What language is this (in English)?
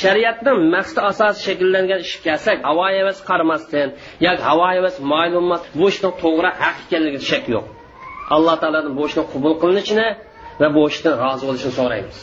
Uyghur